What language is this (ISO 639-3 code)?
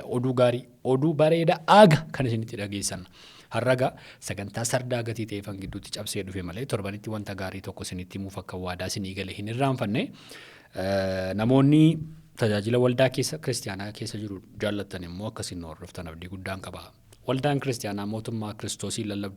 orm